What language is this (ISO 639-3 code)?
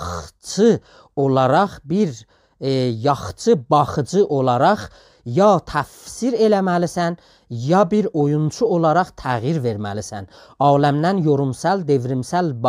azb